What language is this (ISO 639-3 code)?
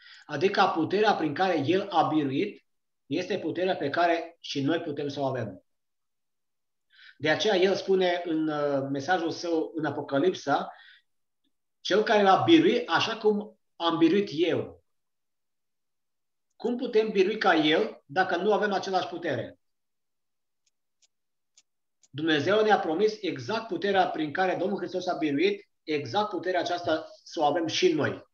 ron